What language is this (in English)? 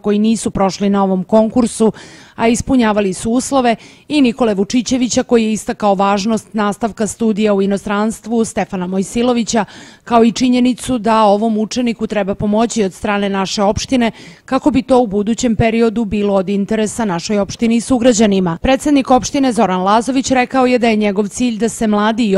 Serbian